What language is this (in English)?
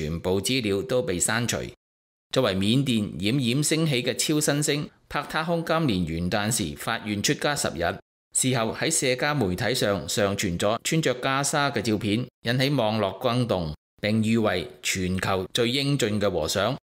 Cantonese